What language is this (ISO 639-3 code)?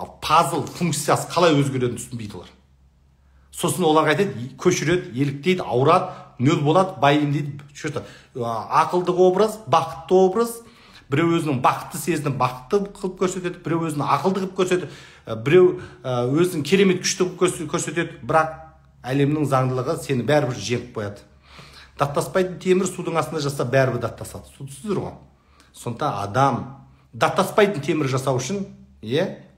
kaz